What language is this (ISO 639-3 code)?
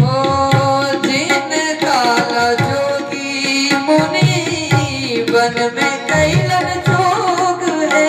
mai